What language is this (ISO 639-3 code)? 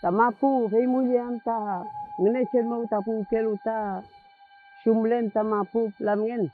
arn